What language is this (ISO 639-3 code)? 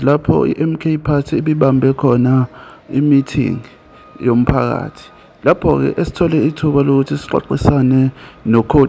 zul